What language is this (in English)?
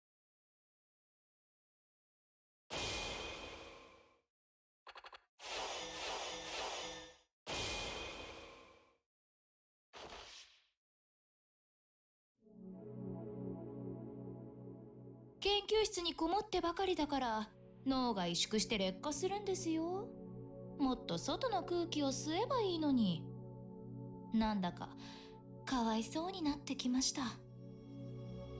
Japanese